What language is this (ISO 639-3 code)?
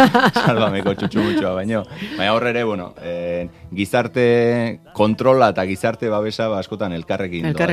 eus